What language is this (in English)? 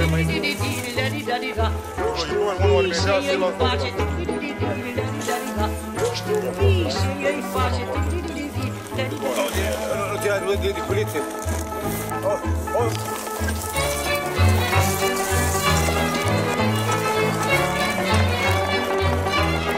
Romanian